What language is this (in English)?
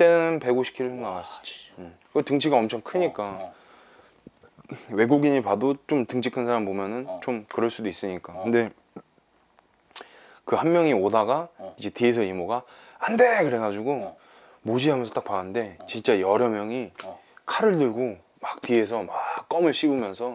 Korean